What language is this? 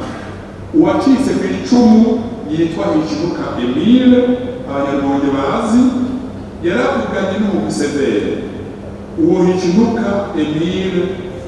Rundi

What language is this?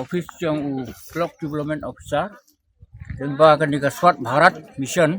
Khasi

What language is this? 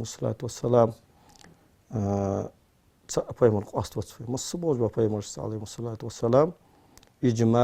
Ingush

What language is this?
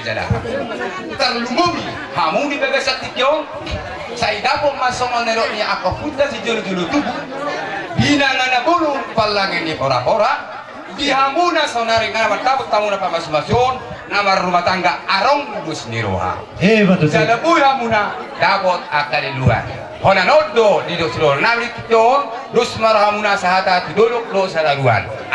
Batak Toba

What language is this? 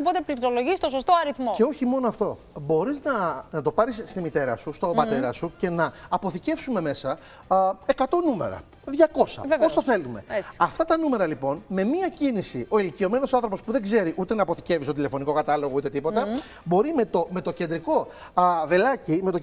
Greek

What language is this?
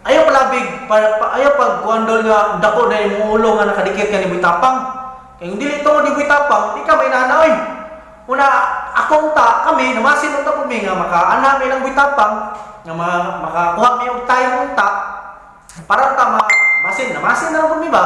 Cebuano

